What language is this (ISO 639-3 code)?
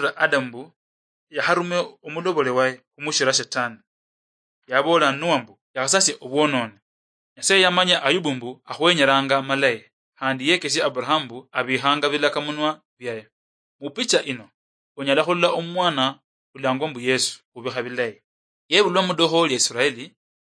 luy